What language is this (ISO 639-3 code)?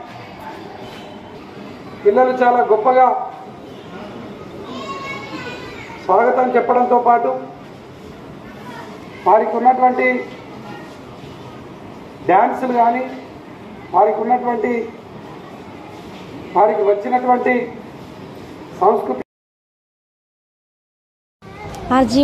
tel